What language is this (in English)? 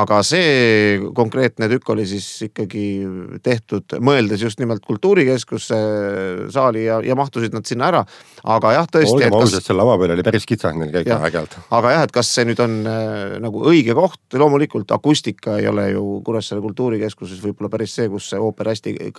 Estonian